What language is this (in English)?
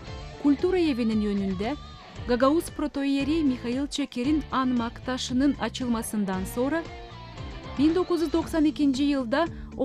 Gagauz